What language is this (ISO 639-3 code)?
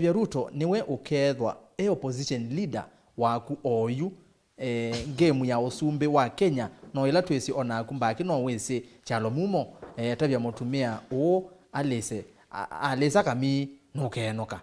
kam